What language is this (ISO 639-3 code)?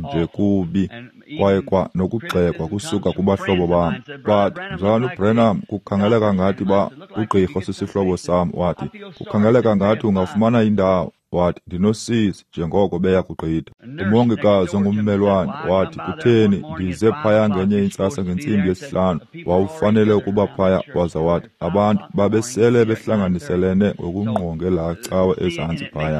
xho